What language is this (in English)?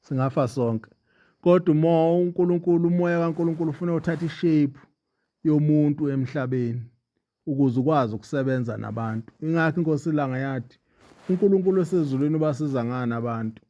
Zulu